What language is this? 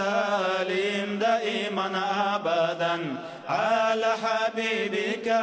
Kumyk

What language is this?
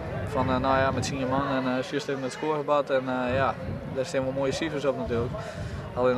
Dutch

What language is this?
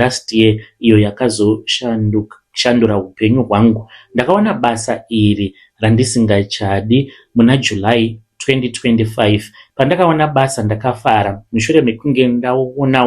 Shona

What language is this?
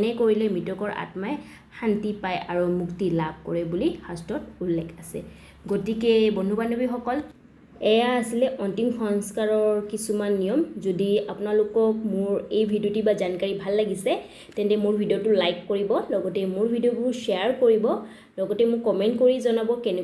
Assamese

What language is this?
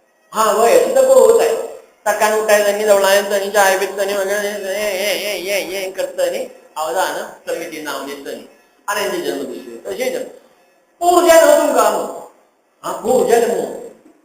Konkani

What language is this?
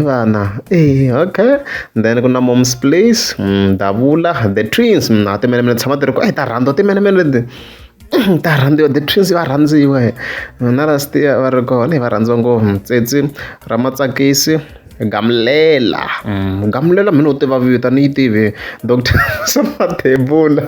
Tsonga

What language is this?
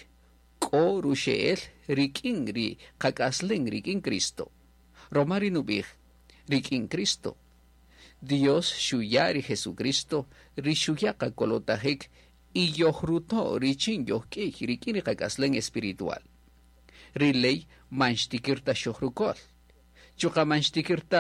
Kaqchikel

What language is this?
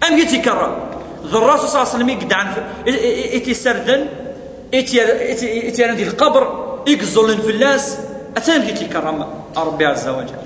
Kabyle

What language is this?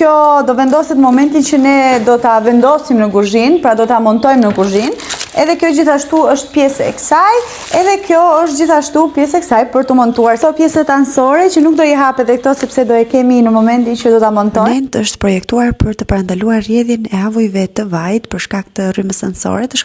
Albanian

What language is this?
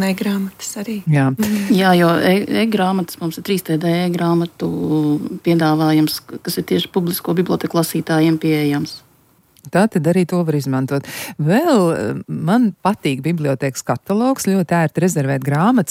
Latvian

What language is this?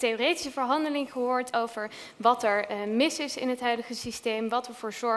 Dutch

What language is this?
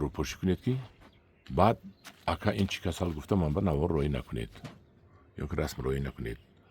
Tajik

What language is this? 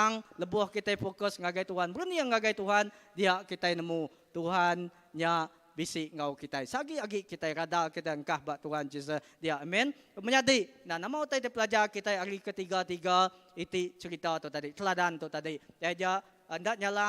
Iban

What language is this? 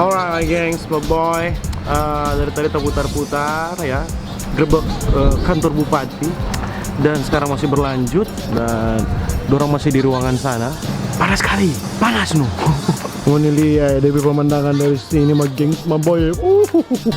Manado Malay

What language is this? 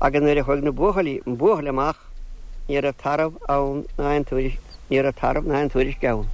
Irish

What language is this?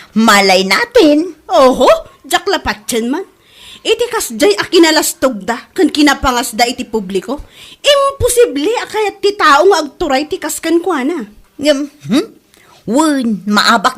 Iloko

